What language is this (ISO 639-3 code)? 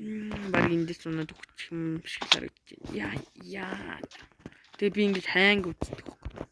mon